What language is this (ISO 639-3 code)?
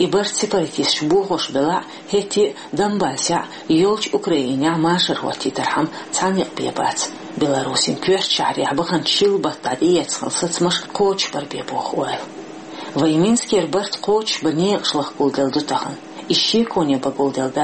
che